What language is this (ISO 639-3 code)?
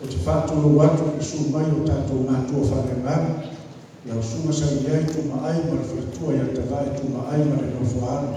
smo